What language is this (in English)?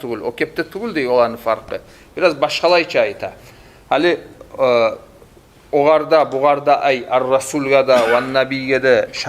Kumyk